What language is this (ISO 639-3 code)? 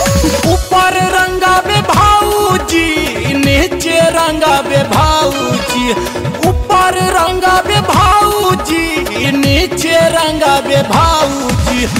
bho